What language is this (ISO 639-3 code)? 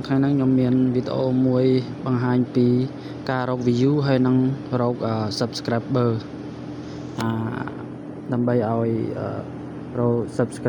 khm